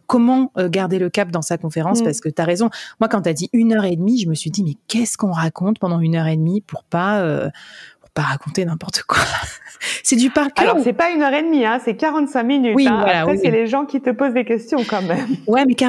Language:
French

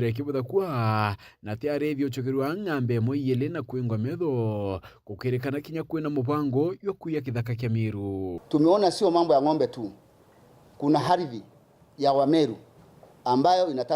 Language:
Meru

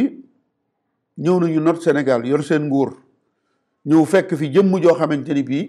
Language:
Wolof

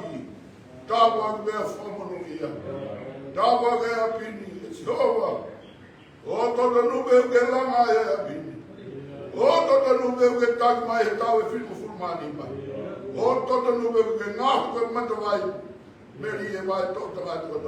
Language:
Tongan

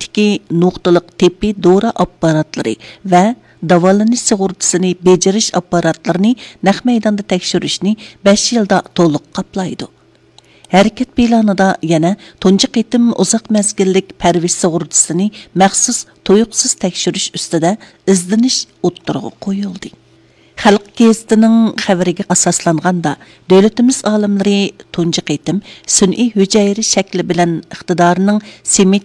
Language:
Uyghur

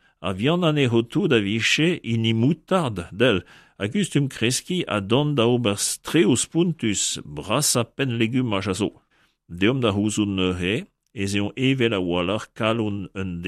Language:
Breton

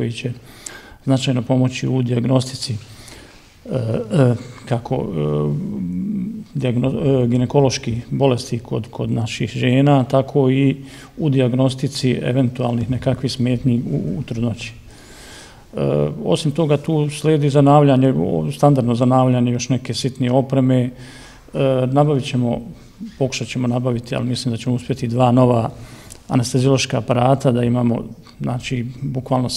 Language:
Bosnian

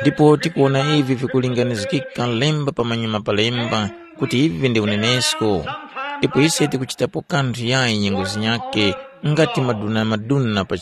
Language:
Tumbuka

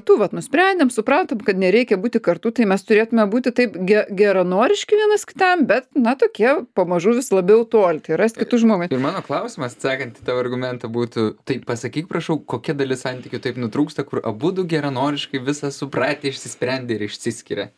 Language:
Lithuanian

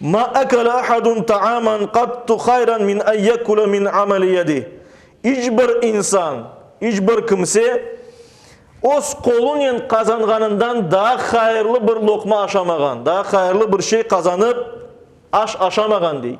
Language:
Crimean Tatar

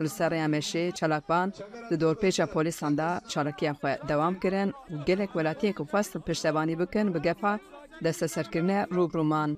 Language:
Kurdish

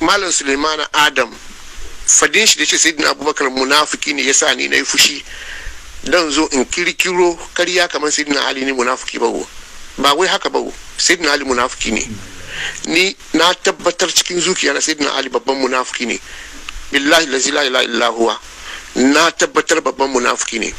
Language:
Hausa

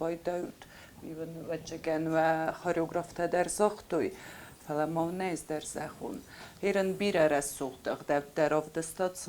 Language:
Ossetic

